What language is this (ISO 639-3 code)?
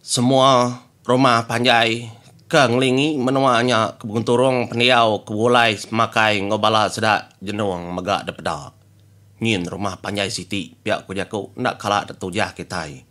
iba